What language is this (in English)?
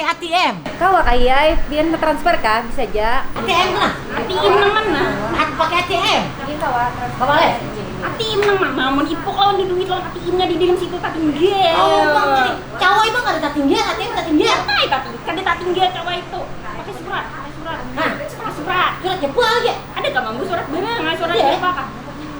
Banjar